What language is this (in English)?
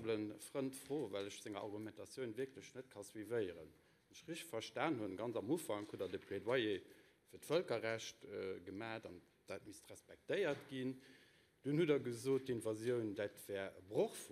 Luxembourgish